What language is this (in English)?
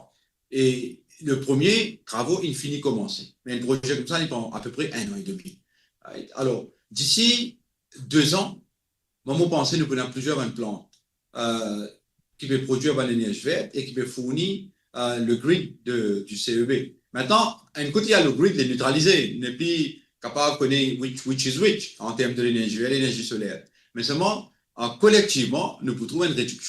Morisyen